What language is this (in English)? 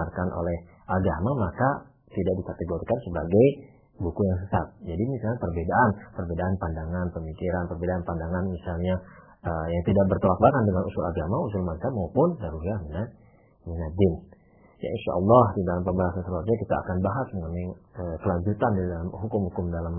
Indonesian